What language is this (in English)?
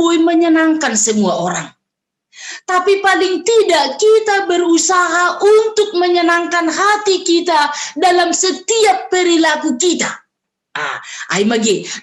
Batak Simalungun